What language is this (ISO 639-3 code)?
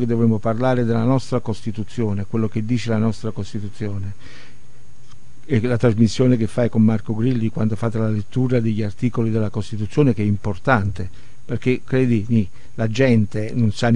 ita